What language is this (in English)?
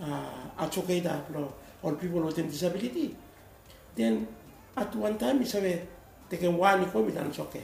Bislama